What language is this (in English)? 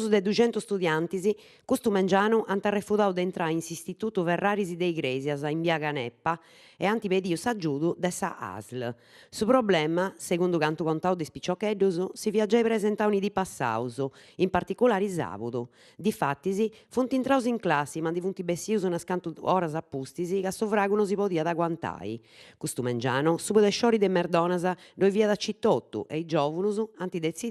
Sardinian